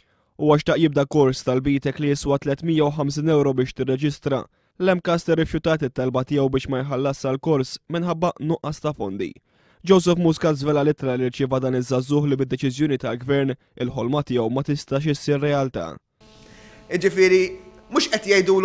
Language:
Maltese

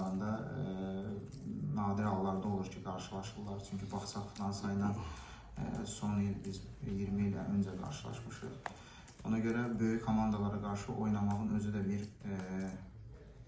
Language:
Azerbaijani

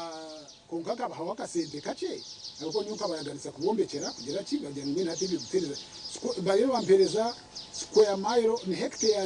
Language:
Nyankole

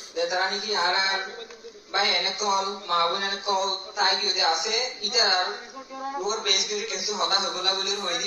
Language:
Rohingya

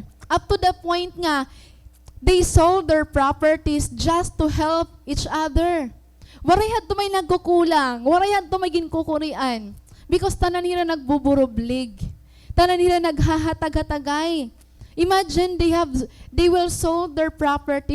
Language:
Waray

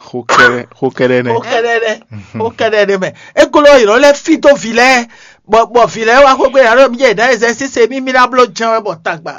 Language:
Fon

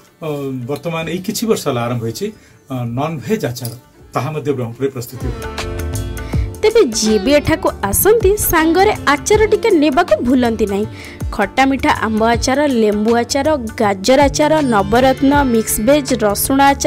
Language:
Odia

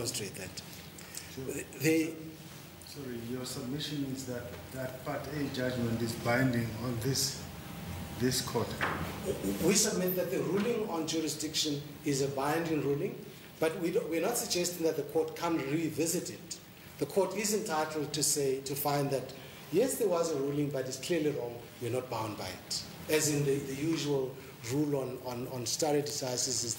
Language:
English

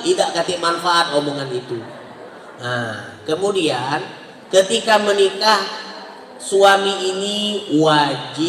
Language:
Musi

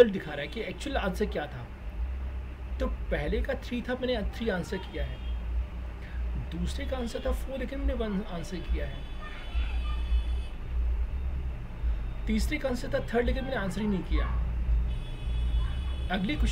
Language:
Hindi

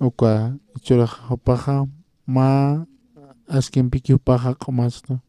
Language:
Aymara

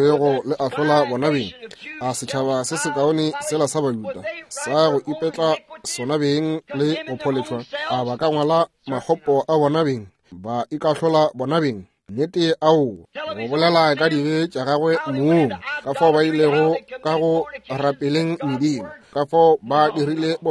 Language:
Northern Sotho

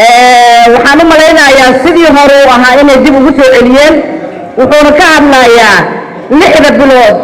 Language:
Somali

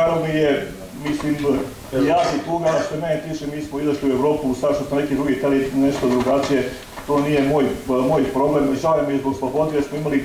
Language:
Serbian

